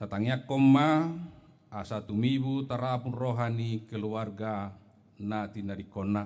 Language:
Batak Toba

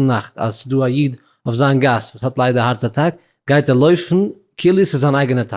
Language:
Yiddish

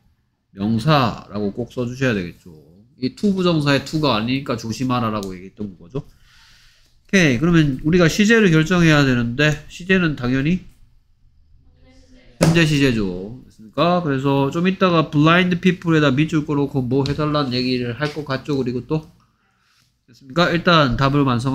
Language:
Korean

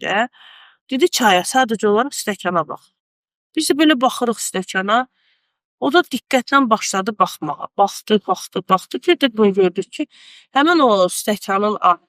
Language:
Azerbaijani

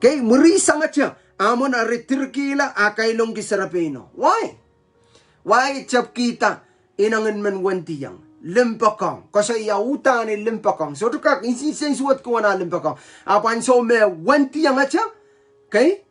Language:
Pohnpeian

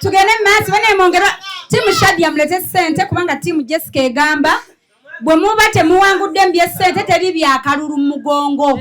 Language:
Ganda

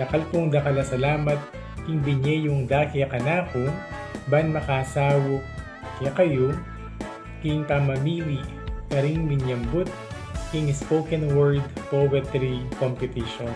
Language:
Pampanga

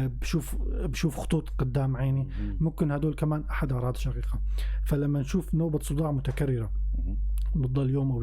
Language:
North Levantine Arabic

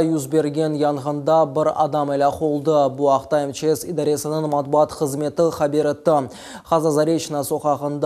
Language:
Crimean Tatar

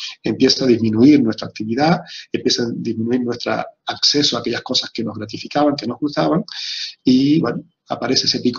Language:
Spanish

